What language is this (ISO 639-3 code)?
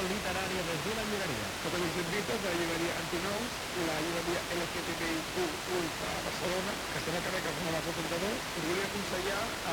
cat